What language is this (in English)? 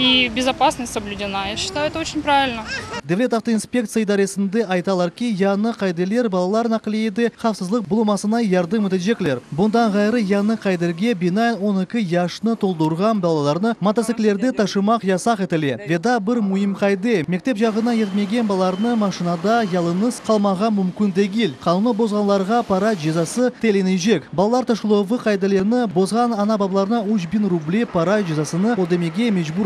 Crimean Tatar